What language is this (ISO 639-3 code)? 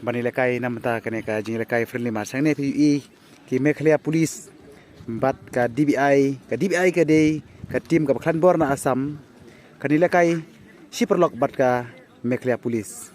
kha